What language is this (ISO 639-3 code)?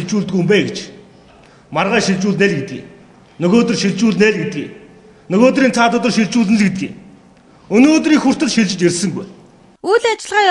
mon